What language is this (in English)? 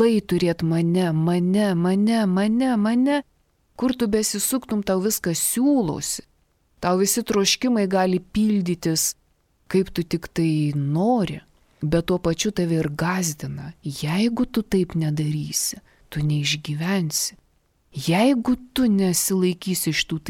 Lithuanian